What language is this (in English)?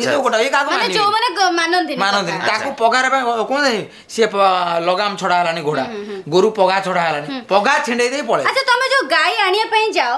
Odia